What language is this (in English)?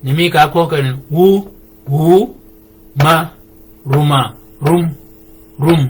Shilluk